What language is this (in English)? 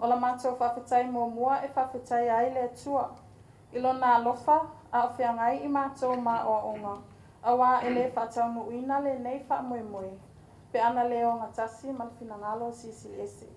Samoan